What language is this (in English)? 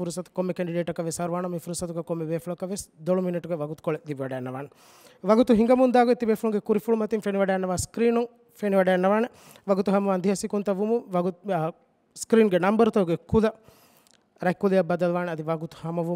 Divehi